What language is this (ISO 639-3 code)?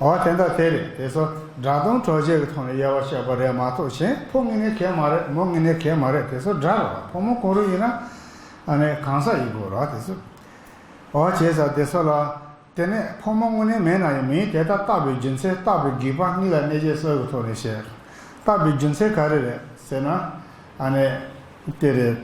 bod